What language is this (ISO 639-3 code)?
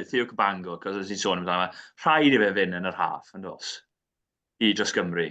cym